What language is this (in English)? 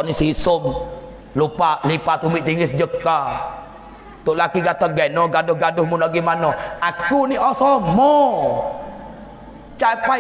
Pattani Malay